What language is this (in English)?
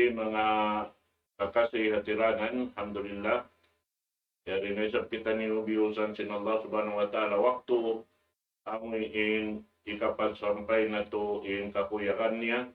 Tausug